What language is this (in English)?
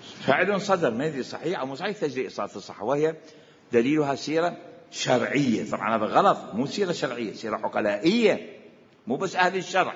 Mesopotamian Arabic